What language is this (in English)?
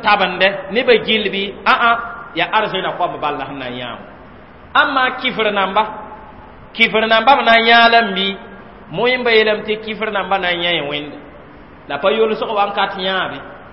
Mossi